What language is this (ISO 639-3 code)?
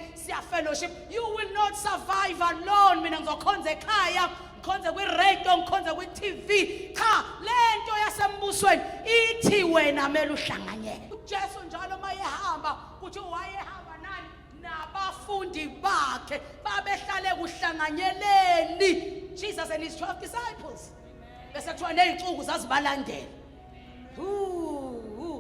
zul